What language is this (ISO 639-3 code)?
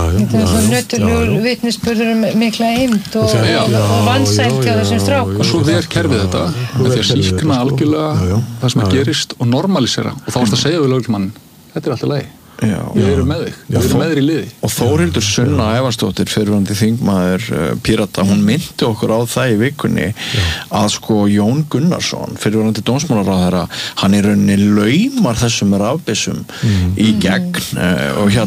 isl